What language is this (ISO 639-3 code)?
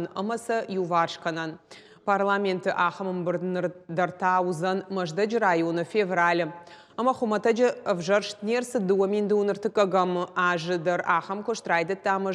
oss